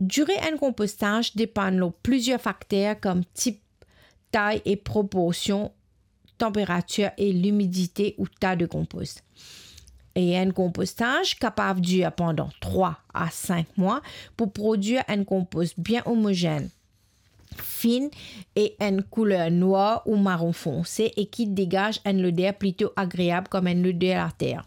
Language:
Morisyen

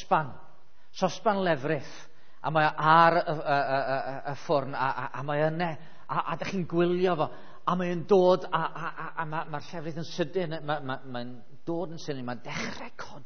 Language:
Welsh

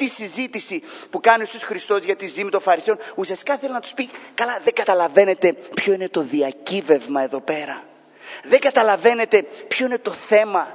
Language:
Greek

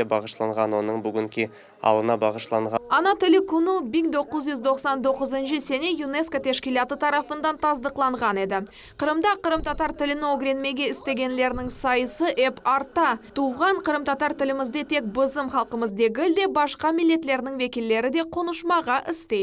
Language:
Crimean Tatar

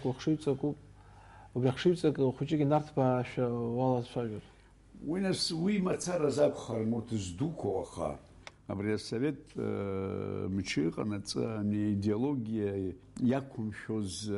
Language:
Abkhazian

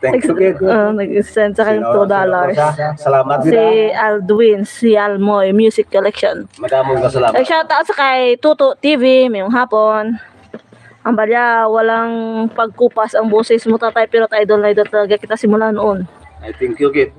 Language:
Hiligaynon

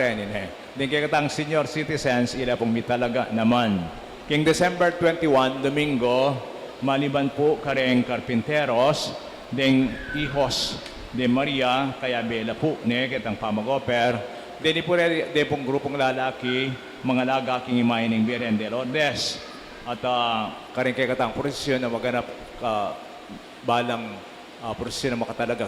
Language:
Pampanga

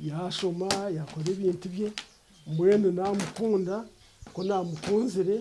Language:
Nyankole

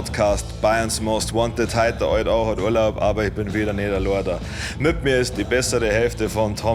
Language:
Bavarian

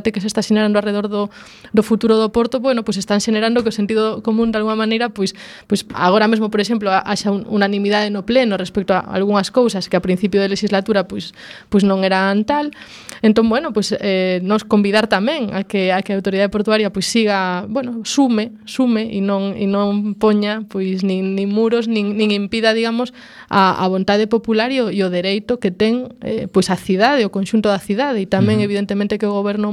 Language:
Galician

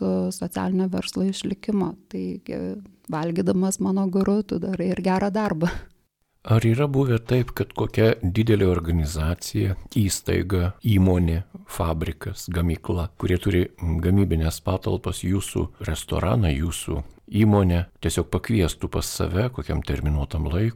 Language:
Lithuanian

